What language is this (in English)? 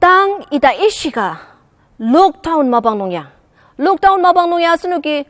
Ao Naga